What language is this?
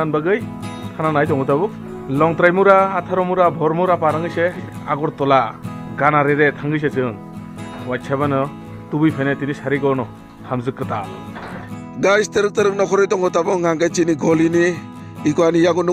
Kok Borok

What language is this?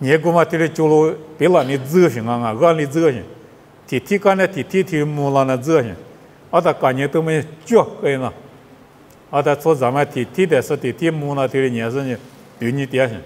Lisu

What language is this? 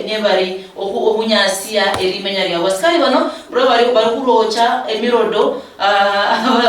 Luyia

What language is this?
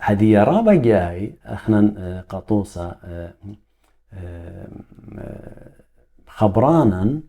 Assyrian Neo-Aramaic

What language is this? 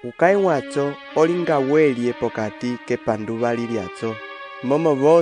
Umbundu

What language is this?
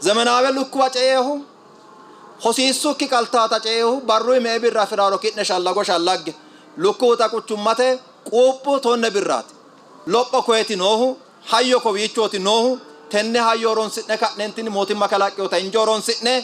Sidamo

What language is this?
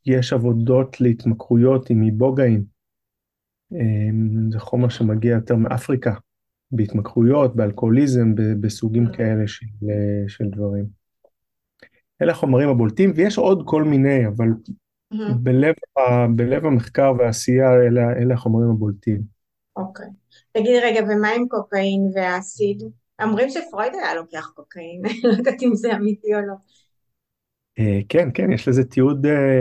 Hebrew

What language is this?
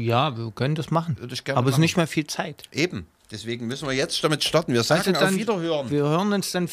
German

